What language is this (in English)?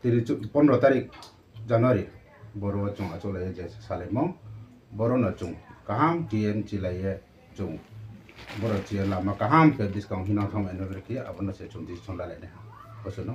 Riang (India)